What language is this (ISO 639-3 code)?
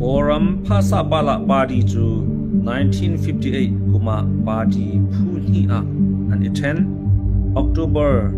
cnh